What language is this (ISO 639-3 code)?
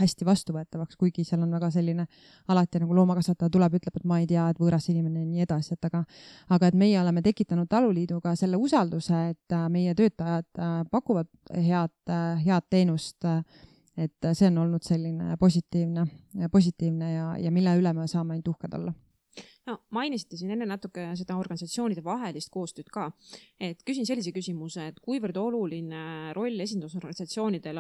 est